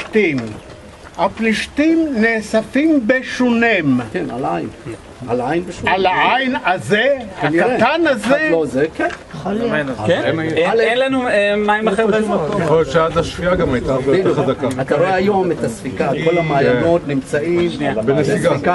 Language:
Hebrew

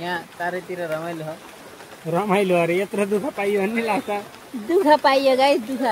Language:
Nepali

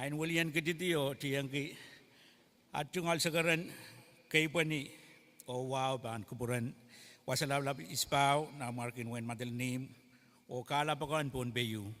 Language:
Pohnpeian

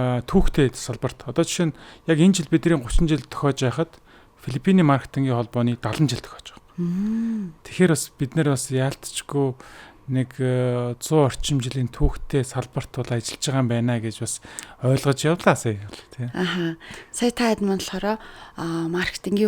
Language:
Mongolian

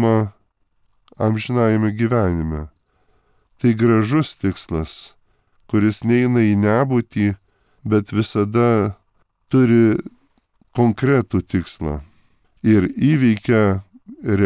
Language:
Lithuanian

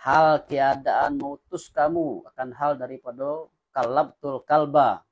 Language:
Minangkabau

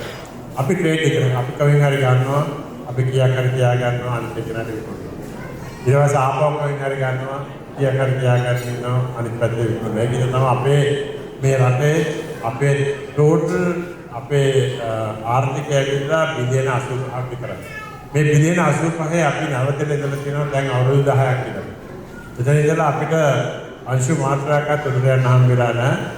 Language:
Sinhala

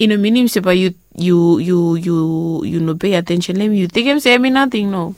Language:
Bislama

